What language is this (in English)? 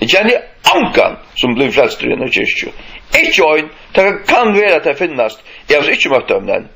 Faroese